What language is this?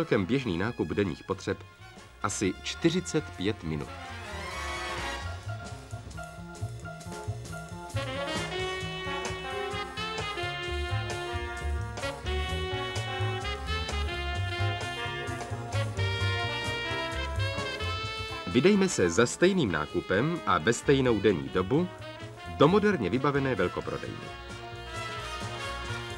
Czech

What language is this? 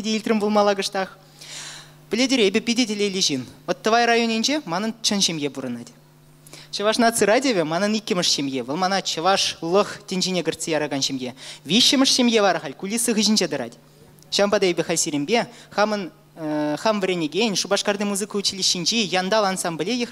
Chuvash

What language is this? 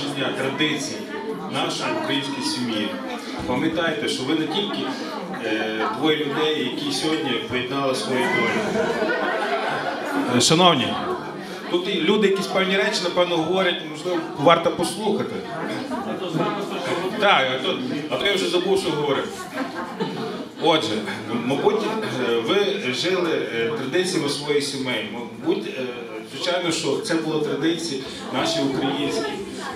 Ukrainian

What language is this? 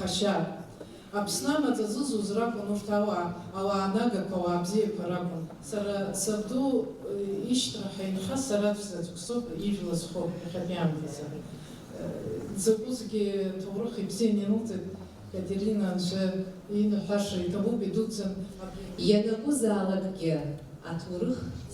Abkhazian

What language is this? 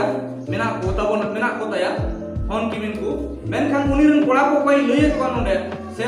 Santali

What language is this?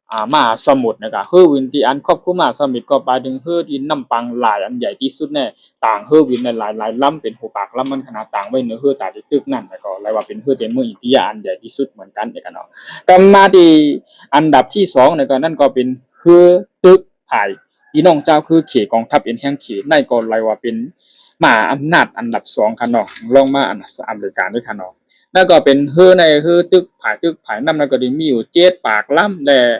Shan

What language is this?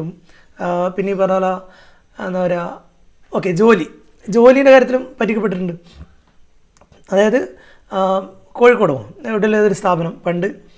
Malayalam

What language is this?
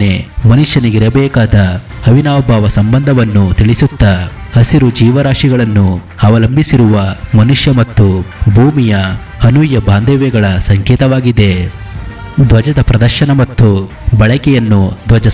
Kannada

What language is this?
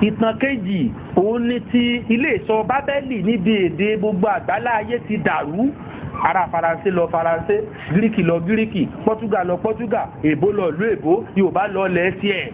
Yoruba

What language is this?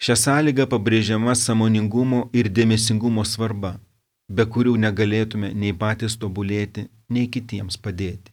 Lithuanian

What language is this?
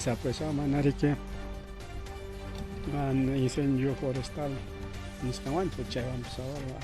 Ayacucho Quechua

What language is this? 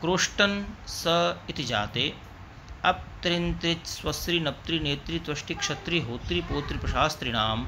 Sanskrit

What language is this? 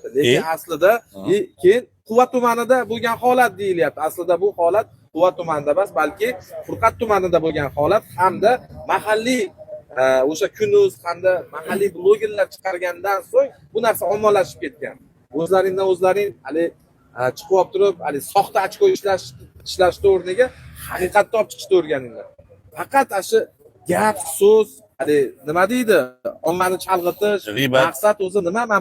Uzbek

